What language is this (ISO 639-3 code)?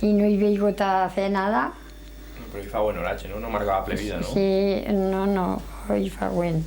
arg